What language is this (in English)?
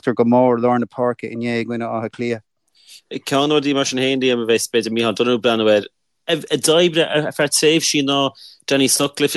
Irish